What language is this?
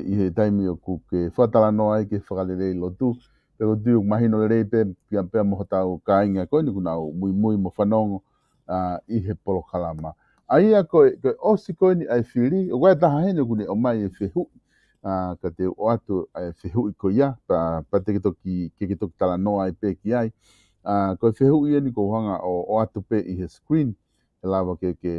Tongan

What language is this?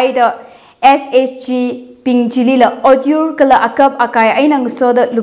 Tangkhul Naga (India)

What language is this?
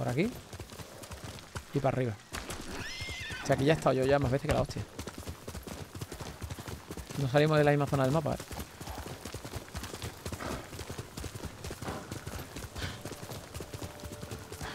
Spanish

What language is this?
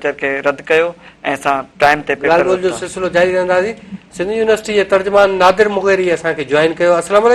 Sindhi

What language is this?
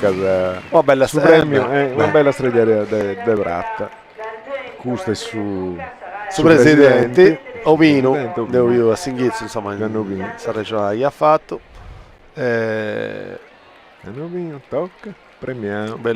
Sardinian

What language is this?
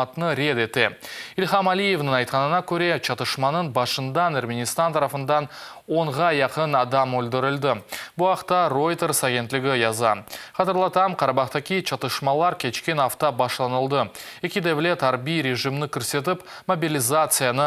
Crimean Tatar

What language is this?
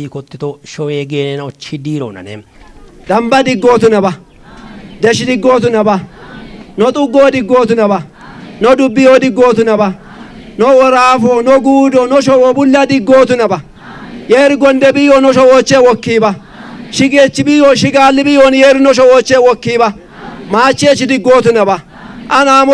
Kafa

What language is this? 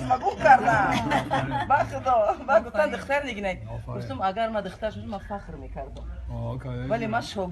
Tajik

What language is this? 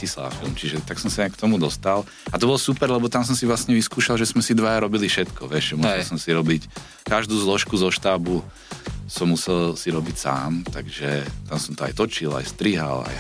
Slovak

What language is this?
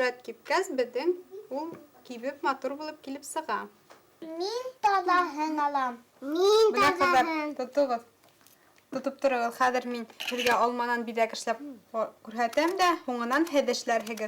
Bashkir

